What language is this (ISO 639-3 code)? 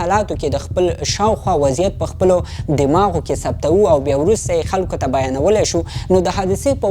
pus